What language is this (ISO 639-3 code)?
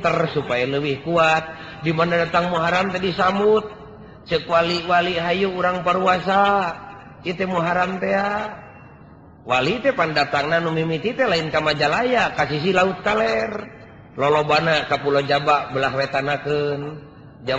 sun